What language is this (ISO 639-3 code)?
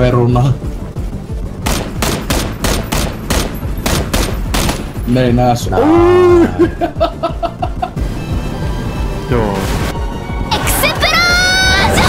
fin